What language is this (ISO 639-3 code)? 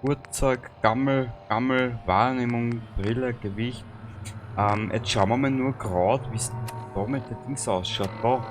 bar